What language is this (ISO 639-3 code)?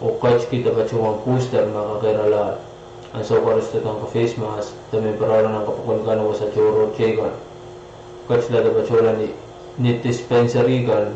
pon